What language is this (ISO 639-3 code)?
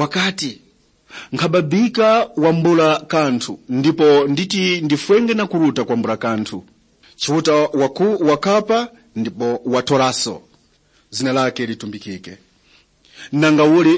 tum